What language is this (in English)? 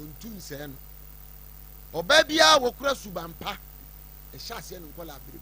Akan